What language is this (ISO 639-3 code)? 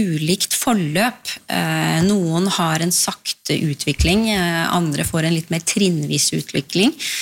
nor